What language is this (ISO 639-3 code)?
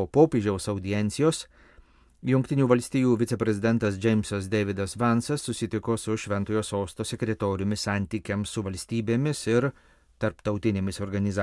lit